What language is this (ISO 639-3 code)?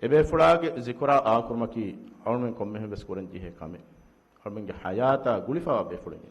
div